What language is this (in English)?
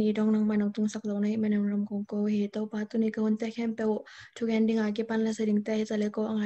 Tedim Chin